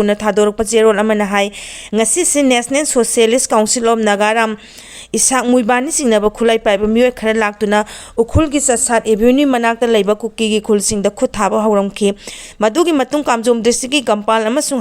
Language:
Manipuri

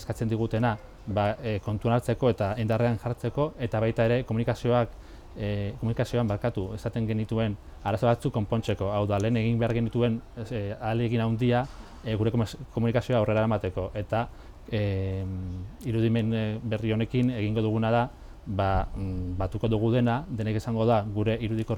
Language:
Basque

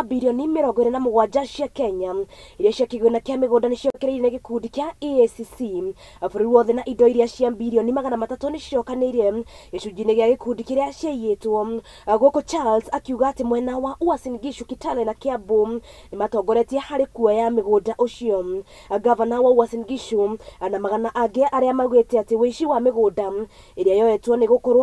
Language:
Kikuyu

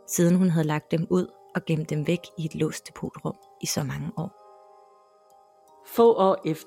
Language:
Danish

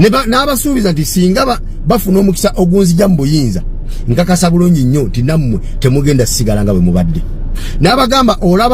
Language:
Ganda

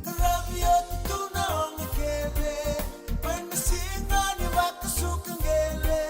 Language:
Fijian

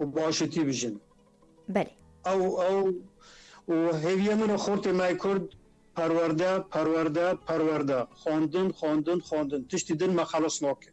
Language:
Kurdish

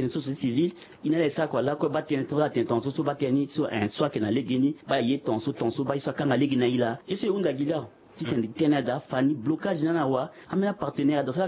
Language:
Sango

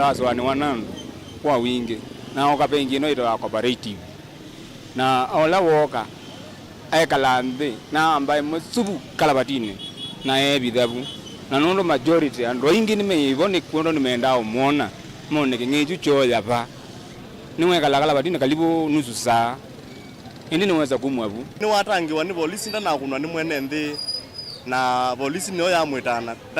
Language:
Kamba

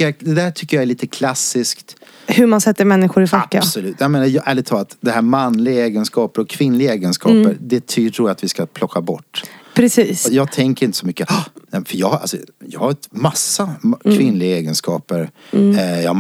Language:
Swedish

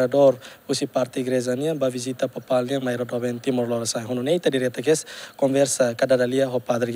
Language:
Tetum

